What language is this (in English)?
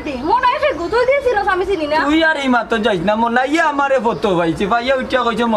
Sylheti